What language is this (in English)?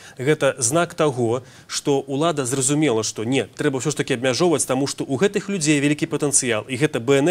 Belarusian